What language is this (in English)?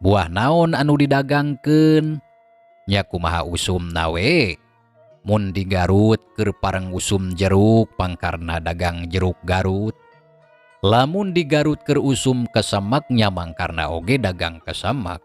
Sundanese